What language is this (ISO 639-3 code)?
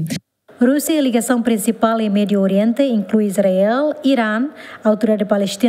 tet